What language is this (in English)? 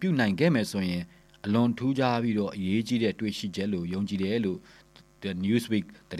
Burmese